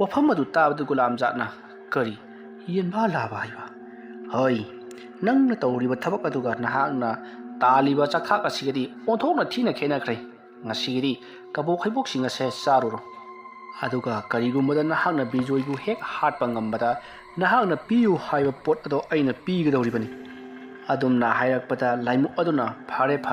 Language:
Manipuri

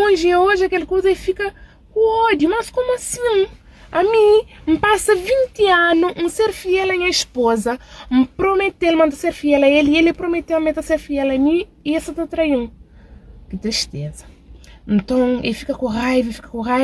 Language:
Kabuverdianu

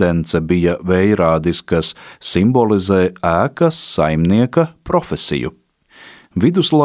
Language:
Latvian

